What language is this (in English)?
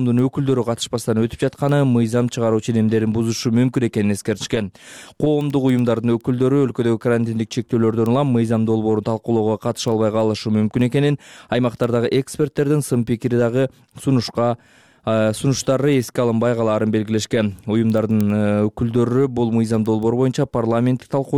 Kyrgyz